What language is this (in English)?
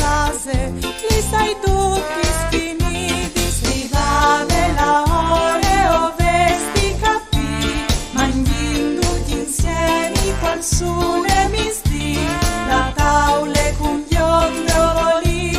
Friulian